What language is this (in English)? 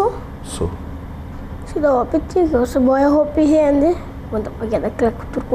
Papiamento